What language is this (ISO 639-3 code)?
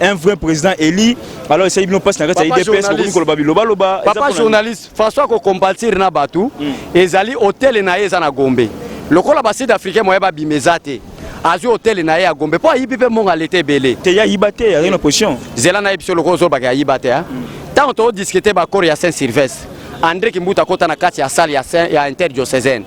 lin